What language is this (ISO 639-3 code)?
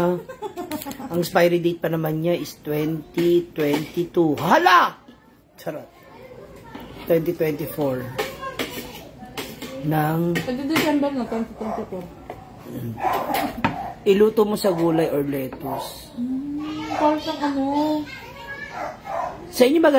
fil